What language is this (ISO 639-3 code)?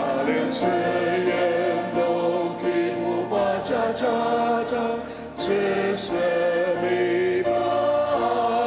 njo